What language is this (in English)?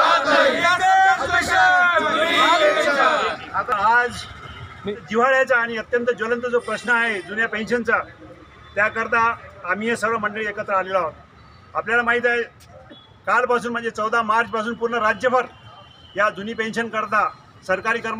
Marathi